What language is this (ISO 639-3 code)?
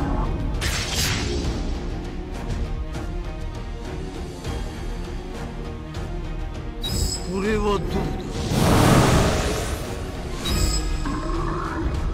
jpn